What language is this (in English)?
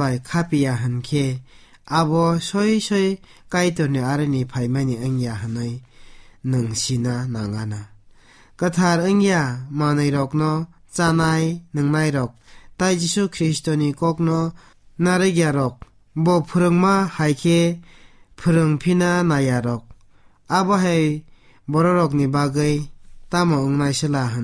Kok Borok